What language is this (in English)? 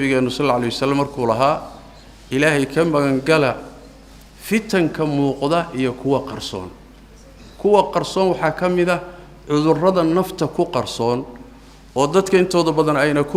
Somali